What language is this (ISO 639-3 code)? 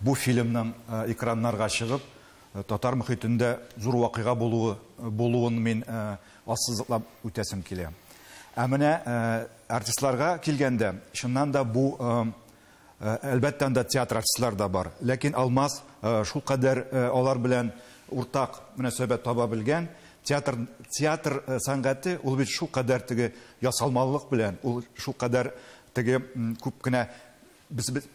tat